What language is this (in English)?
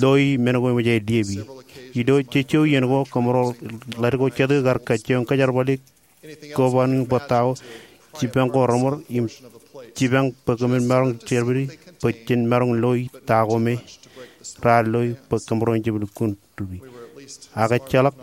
Marshallese